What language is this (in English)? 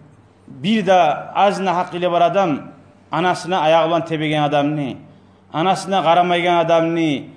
Kumyk